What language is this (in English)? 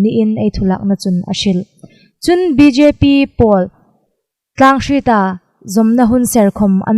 Hmar